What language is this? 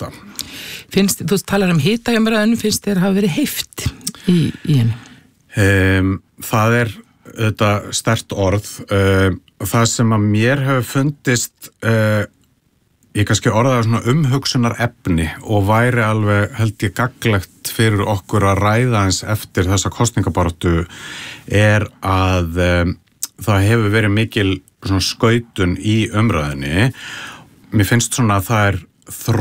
Icelandic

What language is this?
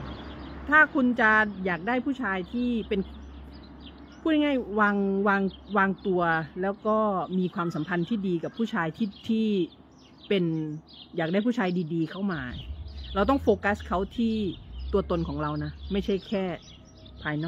Thai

